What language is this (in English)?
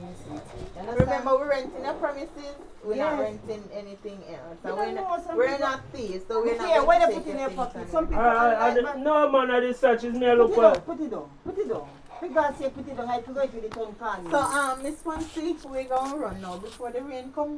Jamaican Creole English